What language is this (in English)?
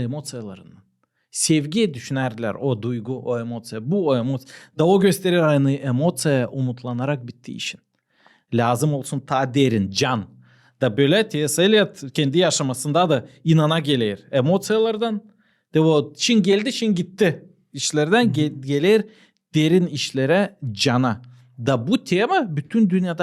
Gagauz